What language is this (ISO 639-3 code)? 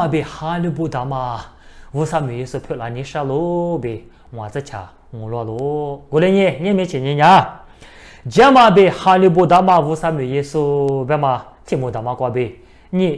lis